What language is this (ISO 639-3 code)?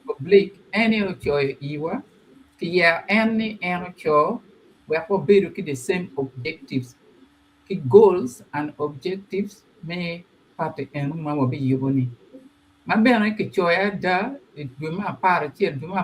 ach